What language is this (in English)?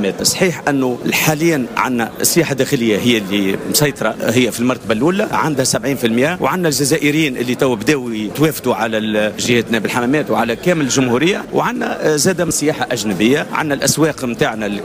Tunisian Arabic